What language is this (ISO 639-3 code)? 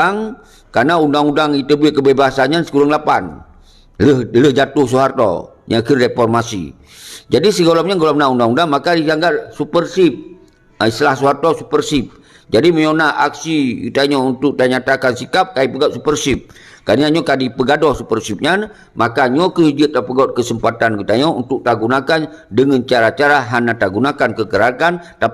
ace